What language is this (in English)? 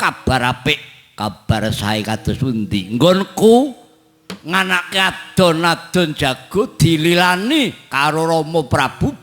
Javanese